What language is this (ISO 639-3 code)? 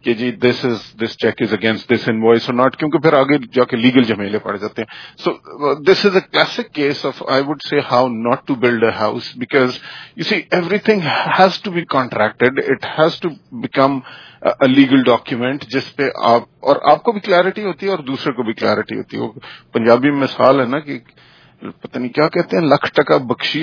urd